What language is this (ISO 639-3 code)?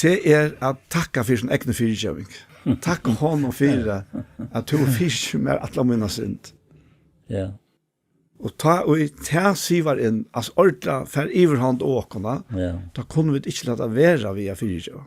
fao